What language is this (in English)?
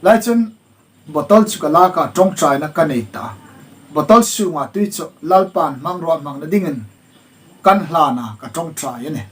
Hmar